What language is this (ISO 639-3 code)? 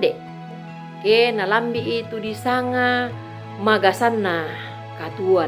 sda